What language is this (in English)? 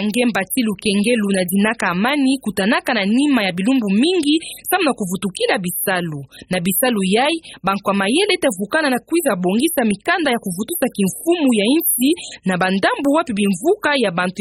Kituba (Democratic Republic of Congo)